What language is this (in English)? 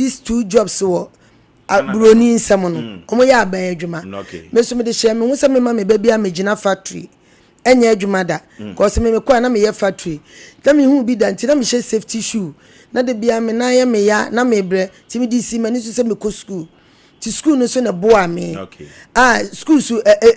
Akan